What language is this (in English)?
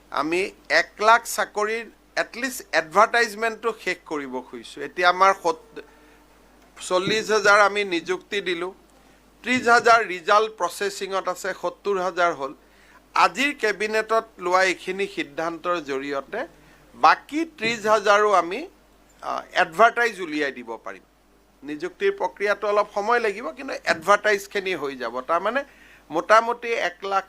Assamese